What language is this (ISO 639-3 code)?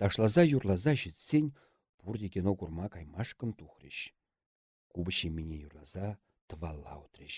chv